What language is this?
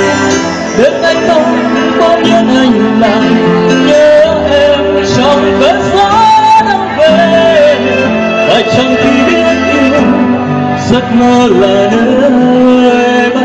Vietnamese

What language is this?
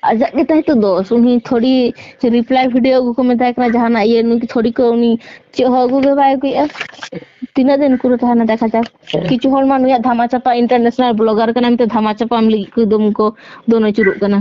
Santali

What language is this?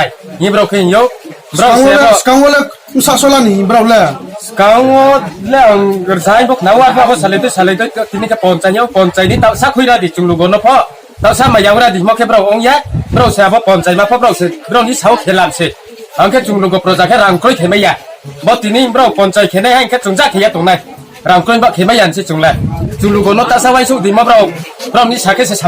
Riang (India)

